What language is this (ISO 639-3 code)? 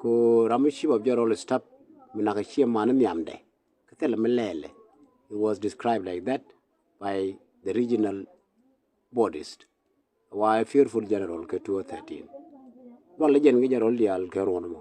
nus